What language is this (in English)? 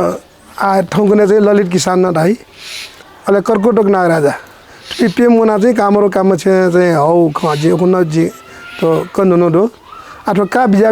Newari